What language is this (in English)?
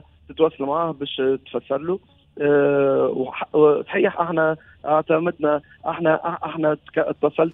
Tunisian Arabic